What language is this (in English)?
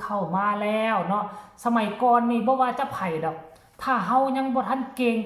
Northeastern Thai